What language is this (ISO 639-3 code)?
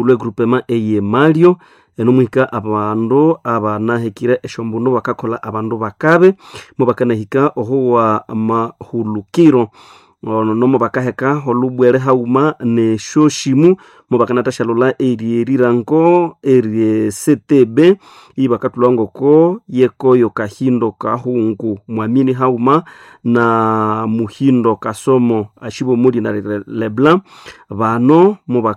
nnb